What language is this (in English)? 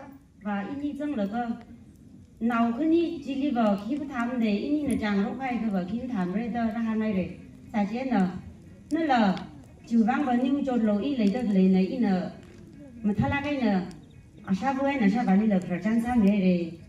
Tangkhul Naga (India)